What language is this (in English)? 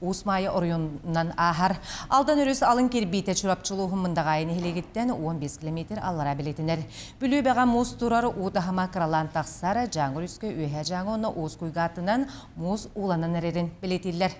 Yakut